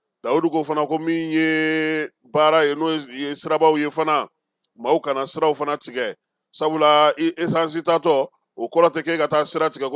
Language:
Bambara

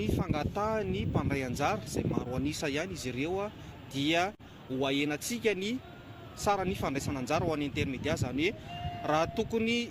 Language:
Malagasy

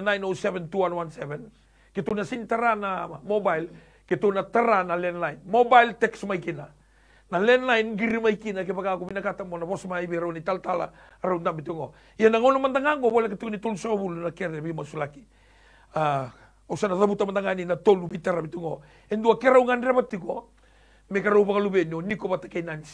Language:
Fijian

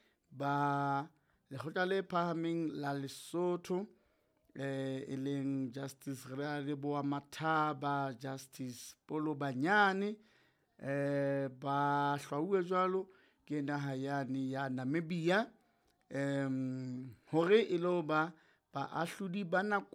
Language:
Southern Sotho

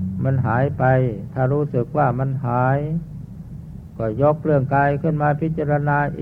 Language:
Thai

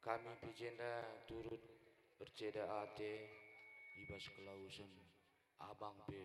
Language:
Batak Karo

